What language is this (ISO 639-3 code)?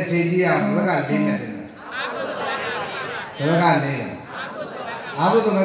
mya